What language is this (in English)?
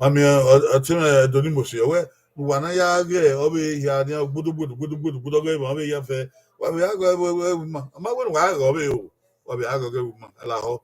Bini